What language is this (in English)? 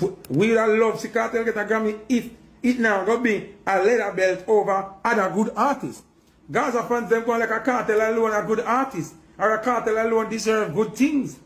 Jamaican Creole English